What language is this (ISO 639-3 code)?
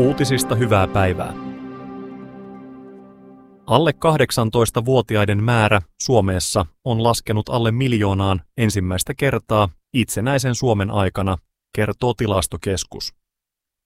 fin